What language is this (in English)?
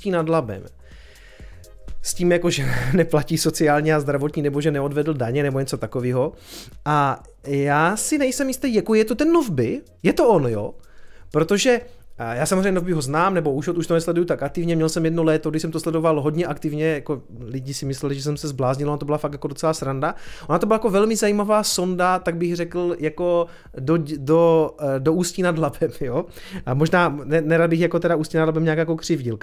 Czech